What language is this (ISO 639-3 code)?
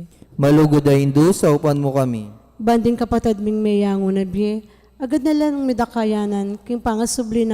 pam